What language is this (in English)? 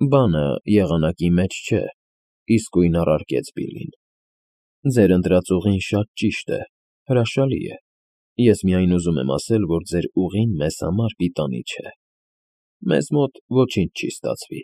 Armenian